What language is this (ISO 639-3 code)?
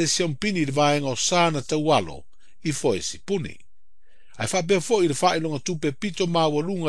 smo